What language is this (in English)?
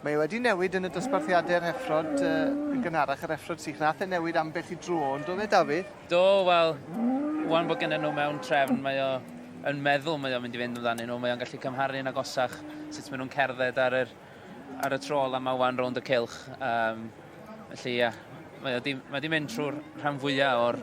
Welsh